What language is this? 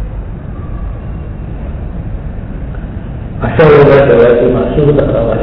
Marathi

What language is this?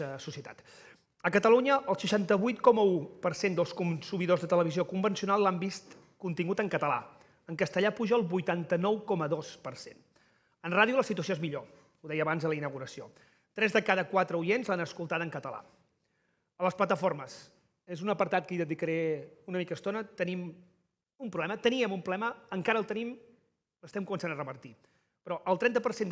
Catalan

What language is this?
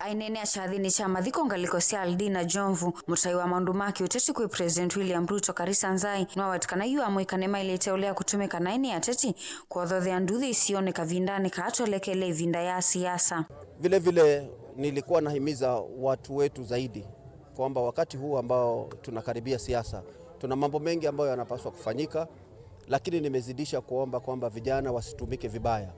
Kamba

